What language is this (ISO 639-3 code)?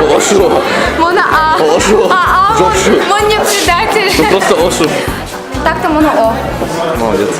udm